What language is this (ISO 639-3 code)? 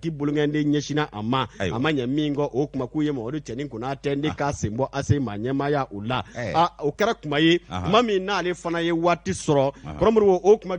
bam